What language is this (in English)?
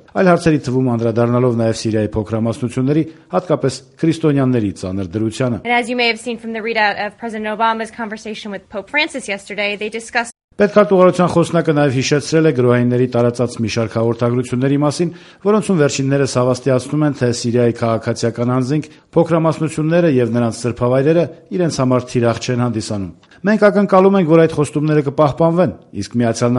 Armenian